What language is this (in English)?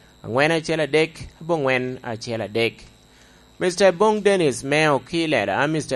Lango (Uganda)